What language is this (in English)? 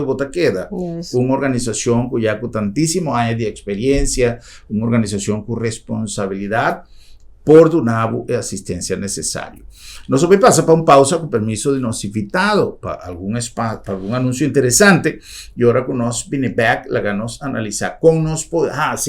Papiamento